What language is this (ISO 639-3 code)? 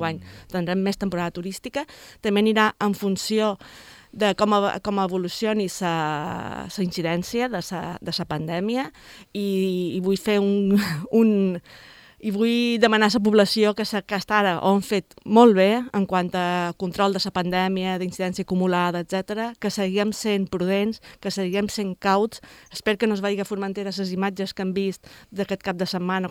cat